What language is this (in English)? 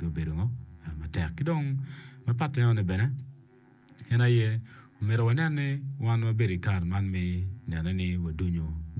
Acoli